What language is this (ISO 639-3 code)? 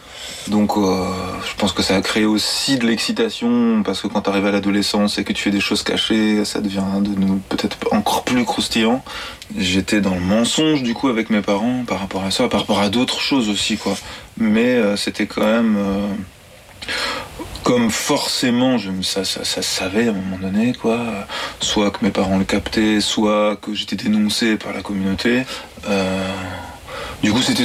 fra